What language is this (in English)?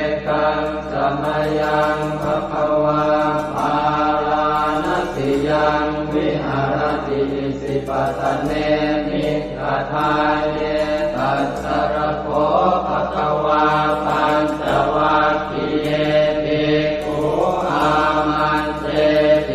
Pali